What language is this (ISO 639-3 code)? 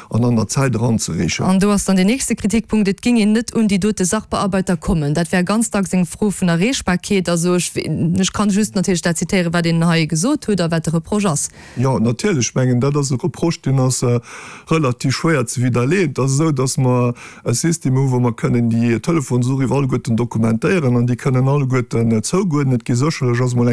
ltz